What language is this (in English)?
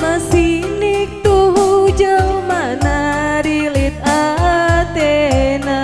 Batak Karo